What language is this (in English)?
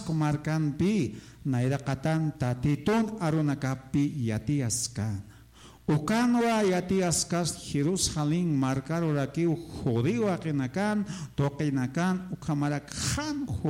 Aymara